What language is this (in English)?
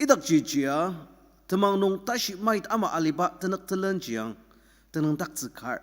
Ao Naga